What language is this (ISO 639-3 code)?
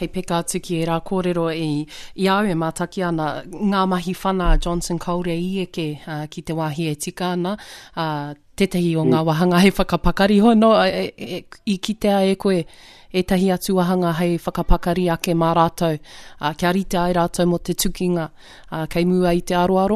mri